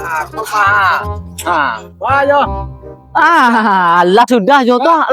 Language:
Minangkabau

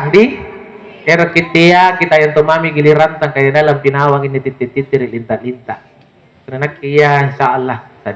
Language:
Makasar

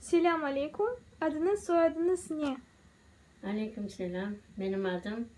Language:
Crimean Tatar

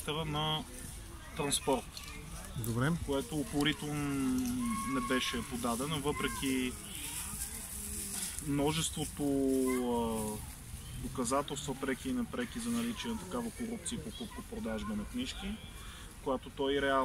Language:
Bulgarian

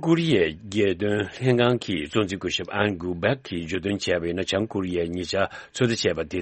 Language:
Tibetan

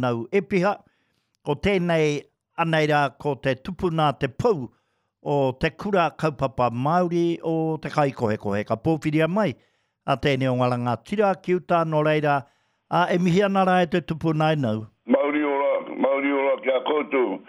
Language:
Māori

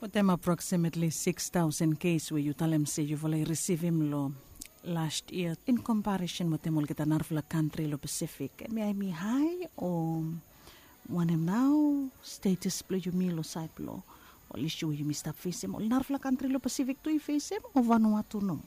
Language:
Bislama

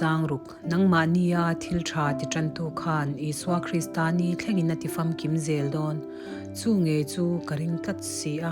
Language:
Mizo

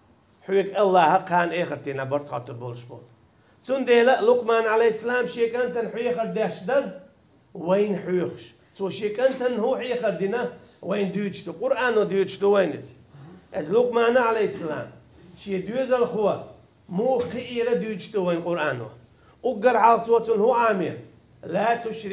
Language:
Chechen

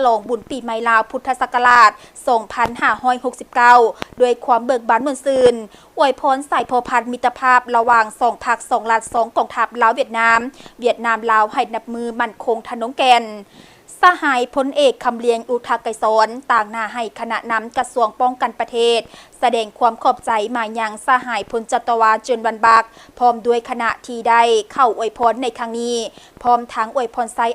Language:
Lao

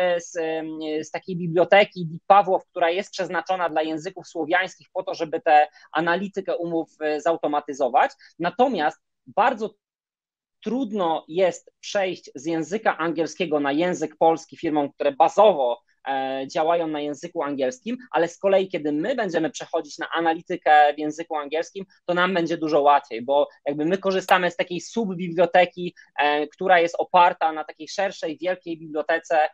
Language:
Polish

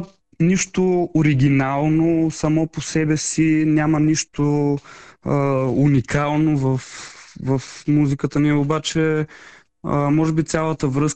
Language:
Bulgarian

